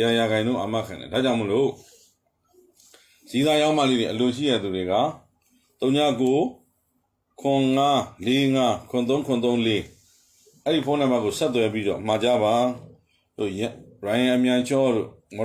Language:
Burmese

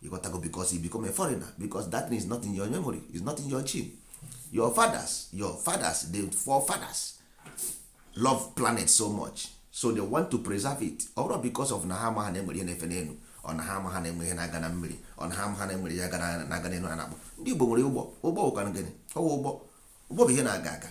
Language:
Igbo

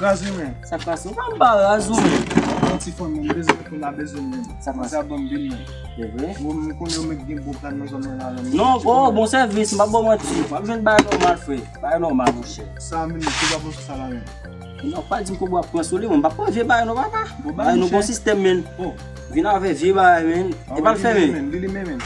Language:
Haitian Creole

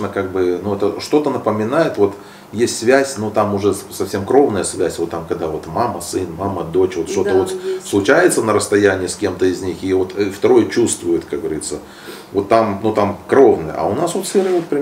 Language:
Russian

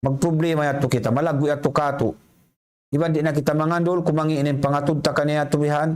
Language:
Tausug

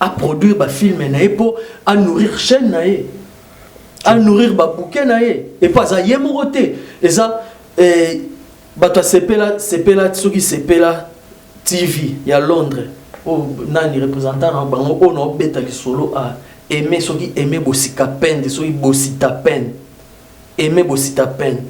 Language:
Lingala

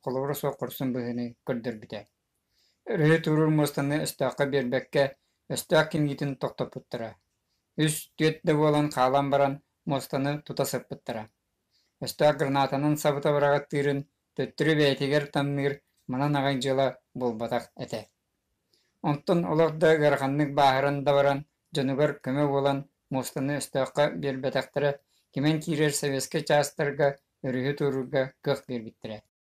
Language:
Yakut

